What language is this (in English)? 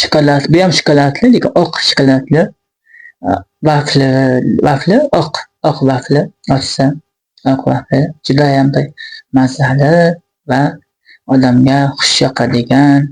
Uzbek